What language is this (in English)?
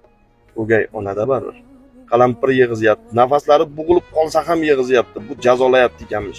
Uzbek